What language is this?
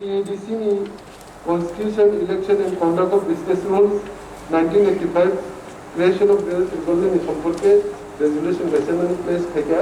Kok Borok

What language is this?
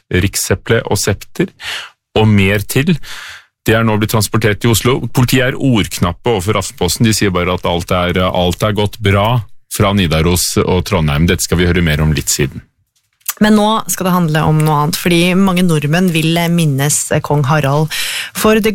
Norwegian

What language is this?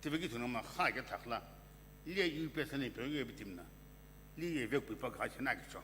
Sumi Naga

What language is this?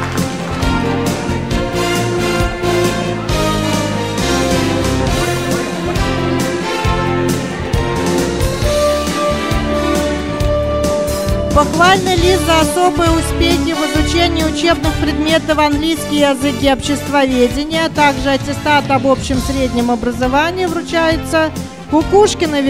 Russian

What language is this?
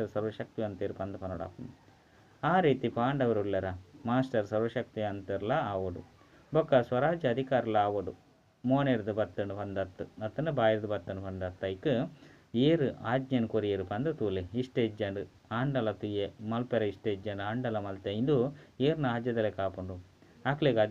Tulu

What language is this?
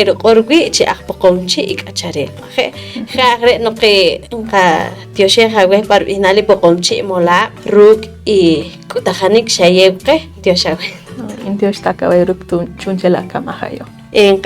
Poqomchi'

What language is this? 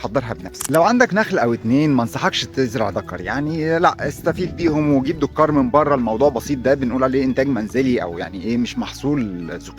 Egyptian Arabic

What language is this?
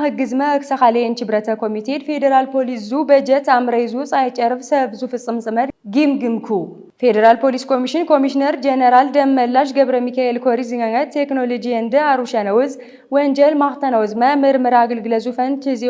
Amharic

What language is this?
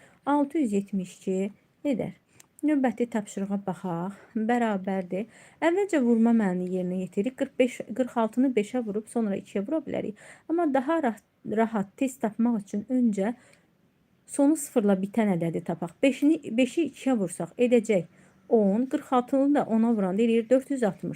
Azerbaijani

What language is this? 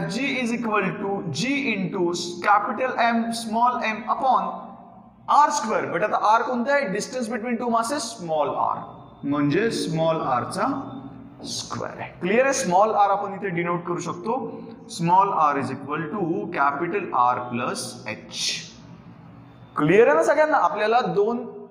Marathi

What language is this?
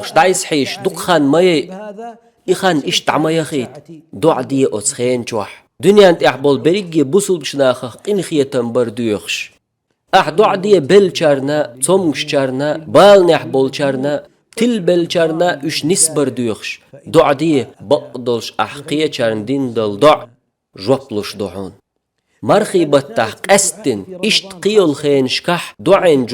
Chechen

